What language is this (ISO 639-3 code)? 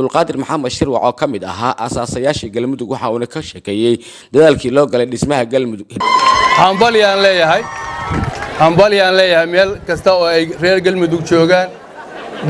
som